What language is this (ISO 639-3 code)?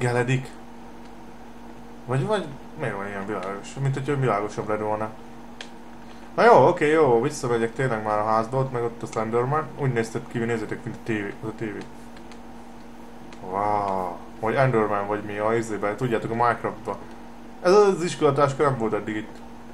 hun